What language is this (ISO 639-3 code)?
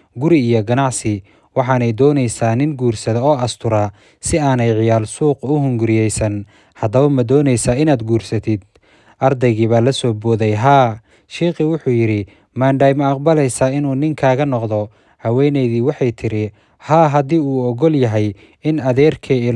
som